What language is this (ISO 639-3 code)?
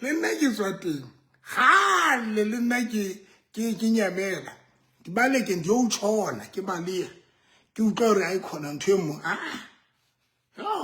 sot